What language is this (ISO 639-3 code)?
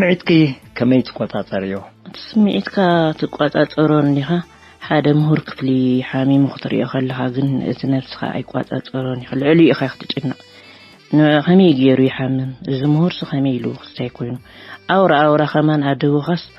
tir